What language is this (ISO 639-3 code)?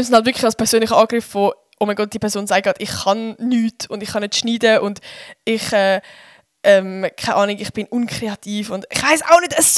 gsw